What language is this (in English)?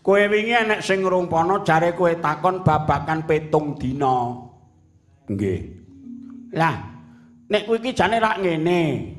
Javanese